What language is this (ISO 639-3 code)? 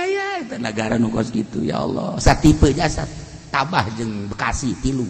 sun